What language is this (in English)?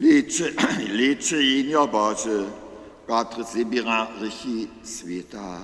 Upper Sorbian